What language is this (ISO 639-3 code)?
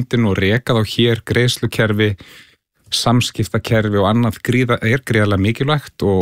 isl